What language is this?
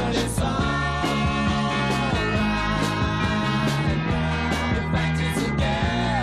Dutch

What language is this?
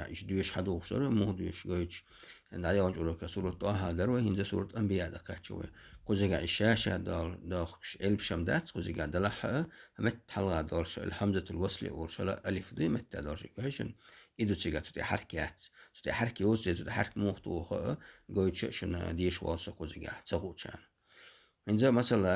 Chechen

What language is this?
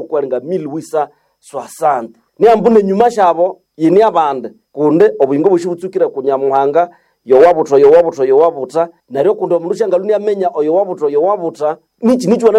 Nande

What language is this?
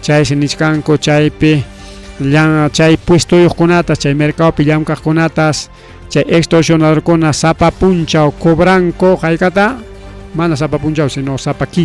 Ayacucho Quechua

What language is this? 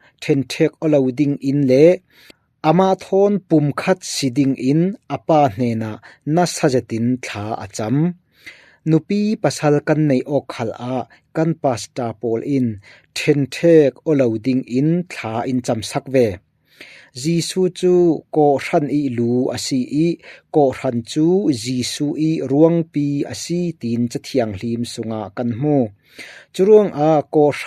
Falam Chin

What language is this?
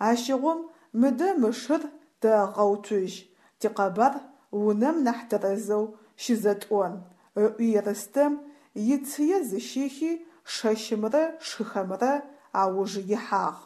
Adyghe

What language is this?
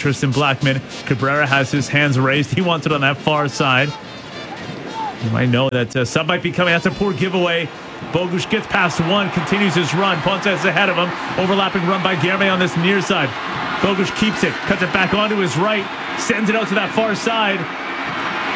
English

